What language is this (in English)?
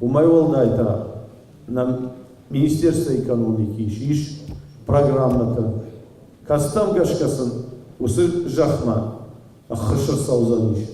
Ossetic